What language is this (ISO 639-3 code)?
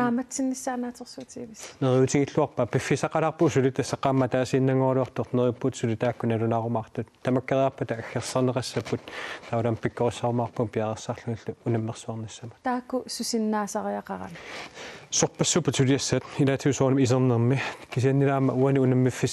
kal